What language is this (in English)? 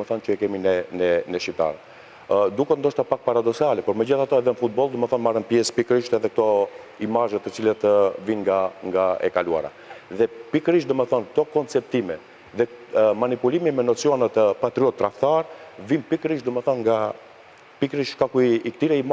Albanian